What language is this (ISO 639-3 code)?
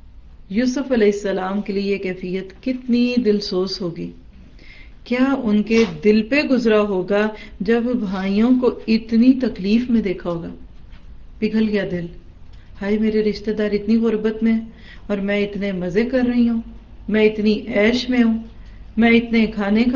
urd